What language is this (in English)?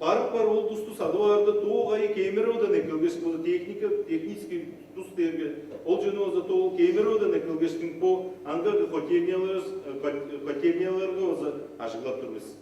Tuvinian